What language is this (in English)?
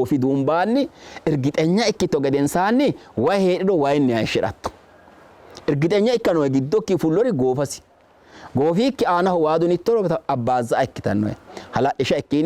Sidamo